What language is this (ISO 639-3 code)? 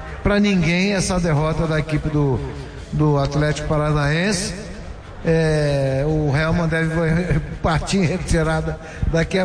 por